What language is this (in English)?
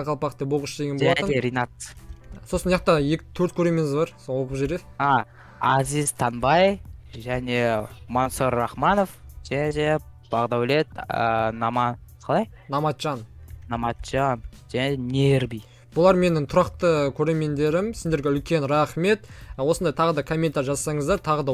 Kazakh